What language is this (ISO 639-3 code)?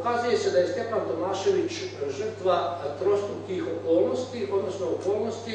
hrv